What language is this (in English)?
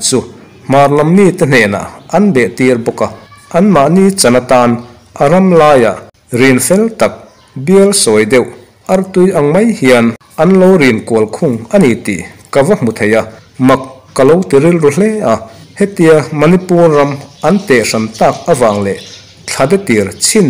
Mizo